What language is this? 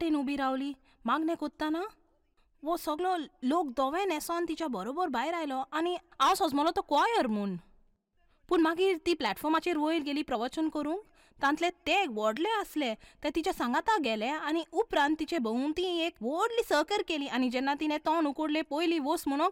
Konkani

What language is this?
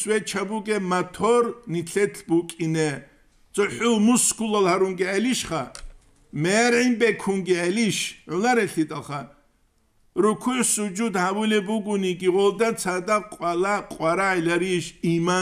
Avaric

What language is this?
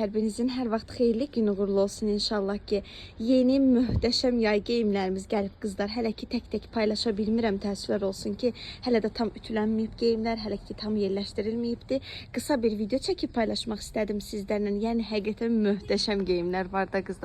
Azerbaijani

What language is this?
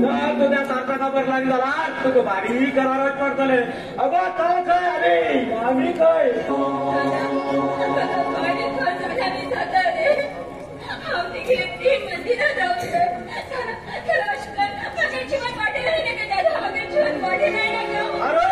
Konkani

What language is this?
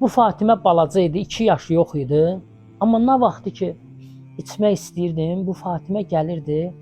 Azerbaijani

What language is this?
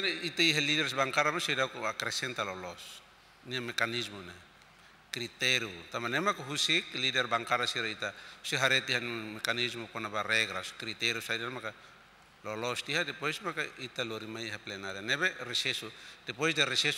Tetum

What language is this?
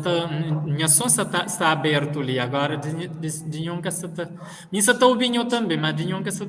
Kabuverdianu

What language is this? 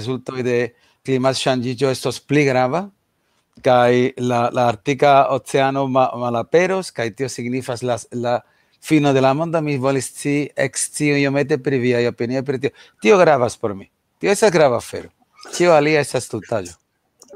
Esperanto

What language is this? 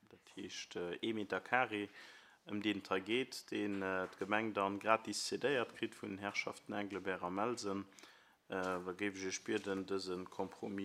Luxembourgish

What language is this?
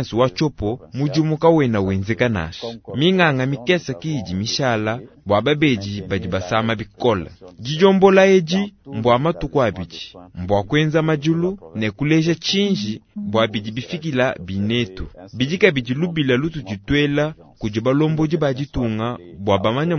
Luba-Lulua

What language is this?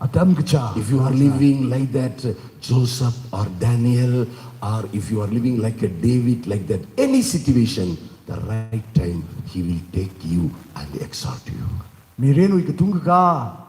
Tangkhul Naga (India)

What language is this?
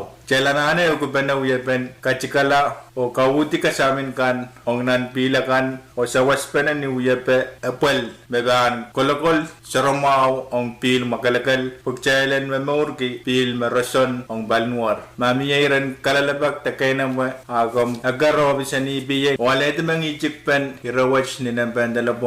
Pohnpeian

